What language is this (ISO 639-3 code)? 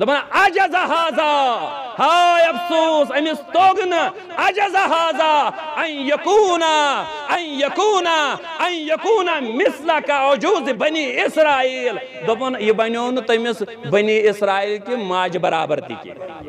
kas